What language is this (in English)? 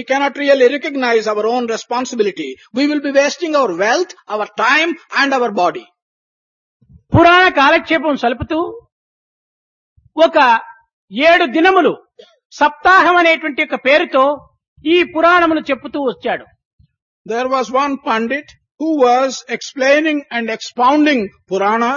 Telugu